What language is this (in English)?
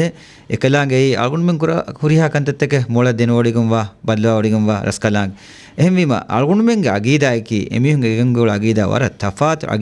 Divehi